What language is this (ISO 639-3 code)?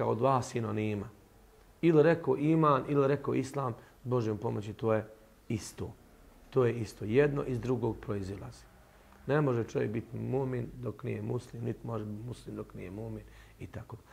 bos